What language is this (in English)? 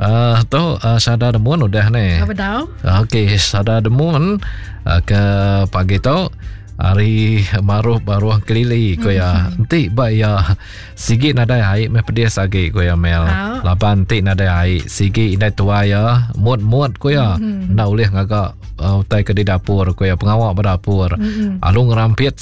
Iban